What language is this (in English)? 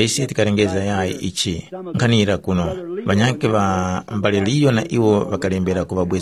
Tumbuka